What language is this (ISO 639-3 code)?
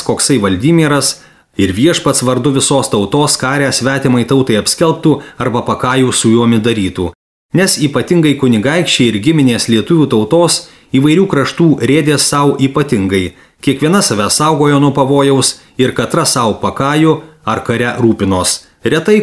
lit